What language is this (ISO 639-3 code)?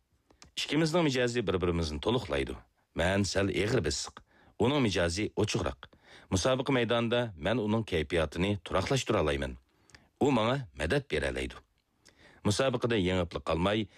uig